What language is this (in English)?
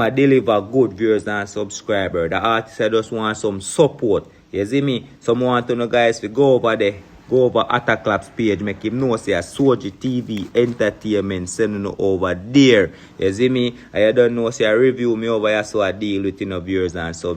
Jamaican Creole English